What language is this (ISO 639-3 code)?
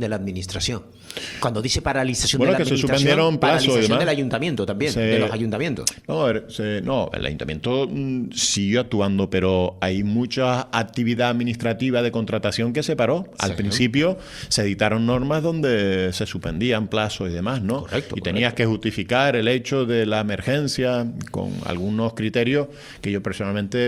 spa